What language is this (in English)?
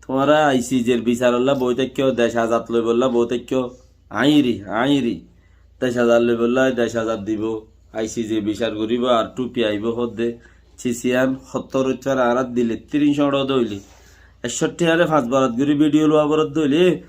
Rohingya